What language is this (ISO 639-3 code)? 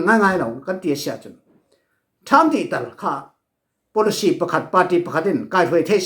cfm